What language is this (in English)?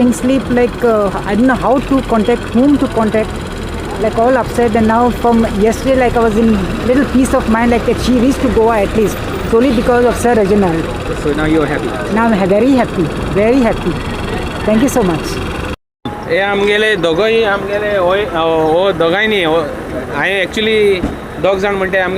Konkani